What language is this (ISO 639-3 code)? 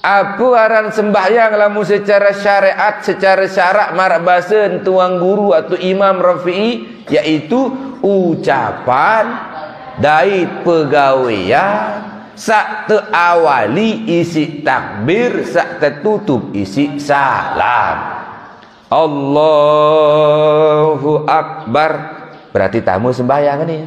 sas